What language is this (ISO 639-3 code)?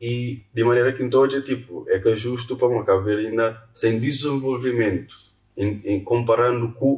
kea